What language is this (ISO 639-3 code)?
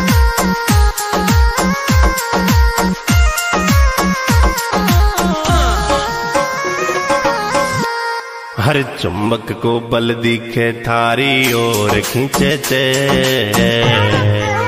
raj